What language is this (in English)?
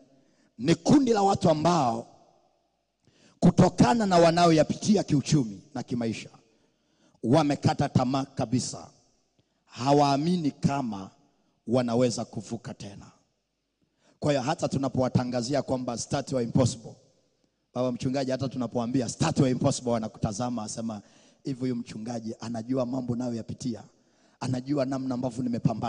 Swahili